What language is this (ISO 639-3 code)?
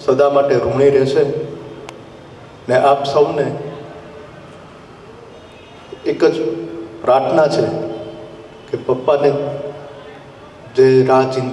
guj